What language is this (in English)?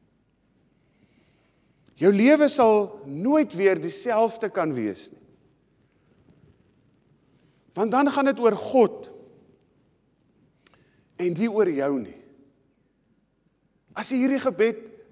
Afrikaans